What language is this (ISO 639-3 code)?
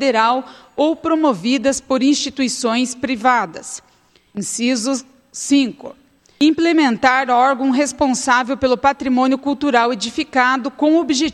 por